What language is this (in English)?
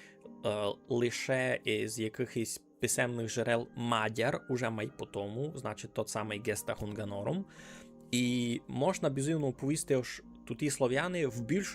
Rusyn